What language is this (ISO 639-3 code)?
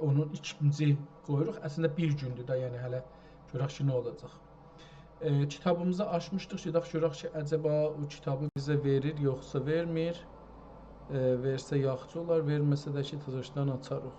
azb